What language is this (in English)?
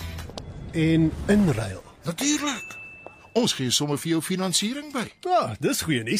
Afrikaans